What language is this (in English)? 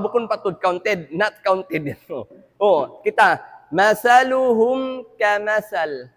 Tausug